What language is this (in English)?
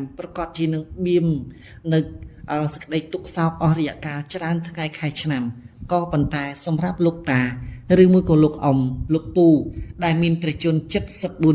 Khmer